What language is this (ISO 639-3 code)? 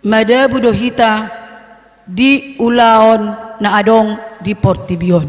bbc